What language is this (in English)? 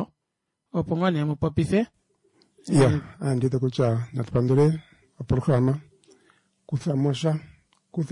Kuanyama